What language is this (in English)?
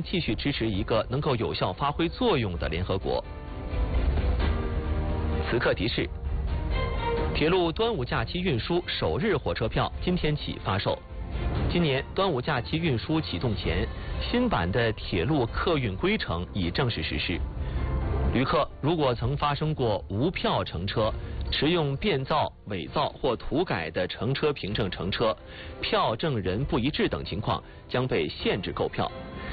Chinese